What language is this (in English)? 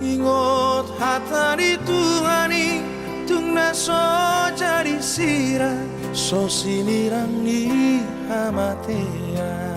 Batak Toba